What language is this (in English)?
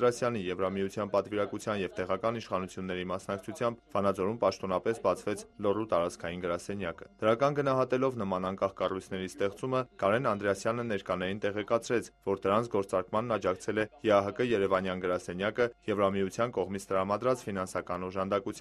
Armenian